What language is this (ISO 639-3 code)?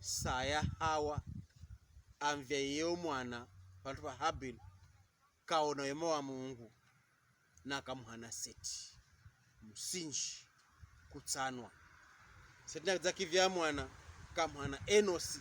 pkb